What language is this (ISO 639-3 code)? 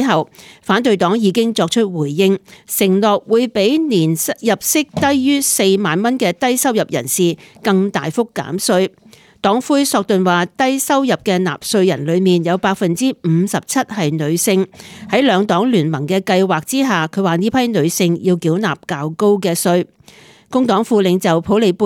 yue